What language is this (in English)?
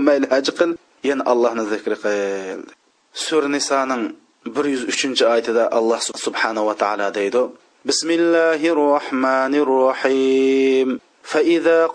Uyghur